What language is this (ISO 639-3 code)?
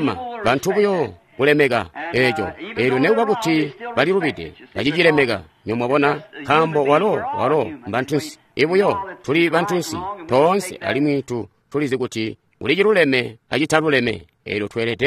toi